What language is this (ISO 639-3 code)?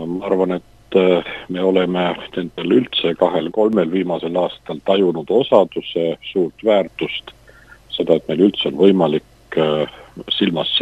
est